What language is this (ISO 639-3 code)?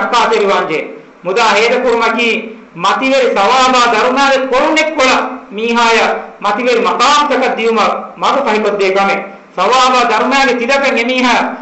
div